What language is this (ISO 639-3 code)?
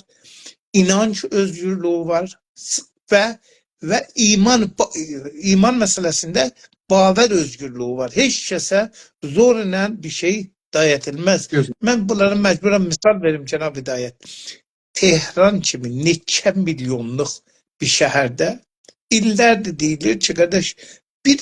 azb